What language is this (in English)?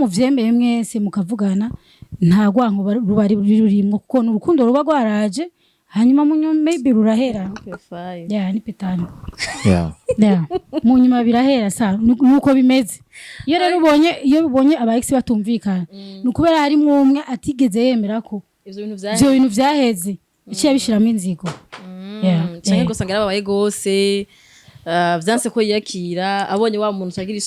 Rundi